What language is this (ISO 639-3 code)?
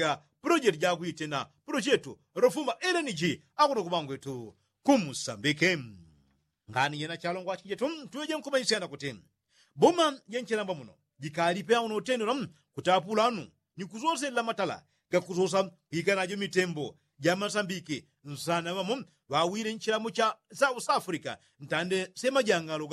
yao